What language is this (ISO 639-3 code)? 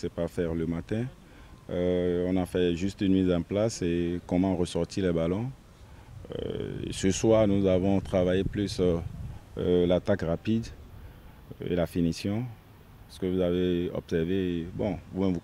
fra